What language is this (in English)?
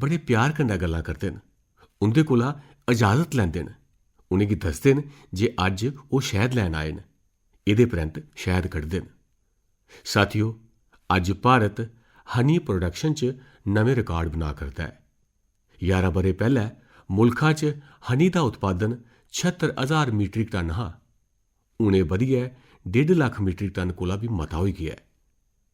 Dogri